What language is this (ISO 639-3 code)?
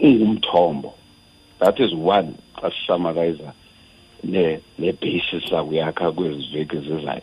xho